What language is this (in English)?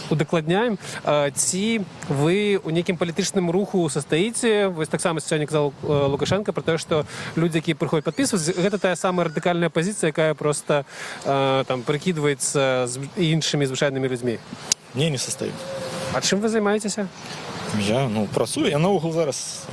Belarusian